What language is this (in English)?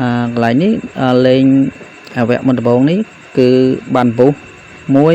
Khmer